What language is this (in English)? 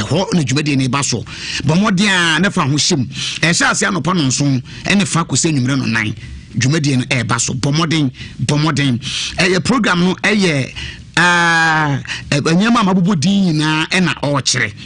Akan